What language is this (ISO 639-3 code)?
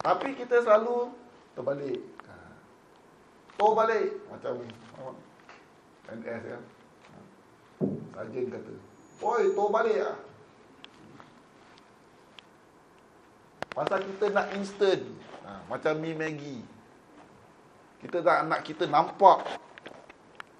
msa